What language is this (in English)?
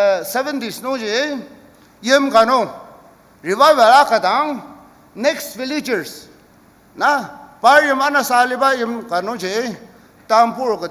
Ao Naga